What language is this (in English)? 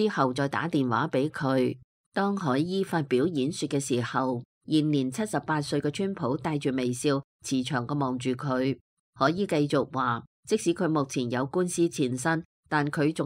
Cantonese